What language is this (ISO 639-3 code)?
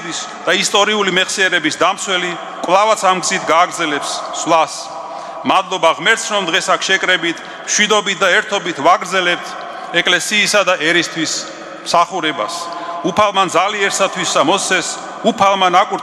kat